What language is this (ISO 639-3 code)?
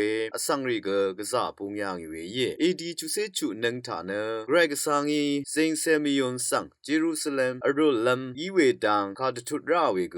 raw